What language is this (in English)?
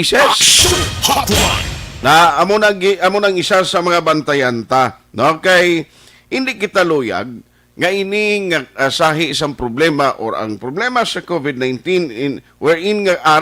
Hiligaynon